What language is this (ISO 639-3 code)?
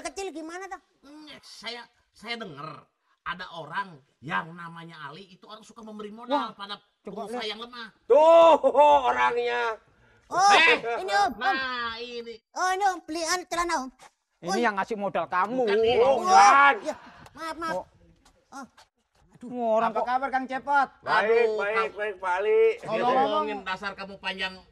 bew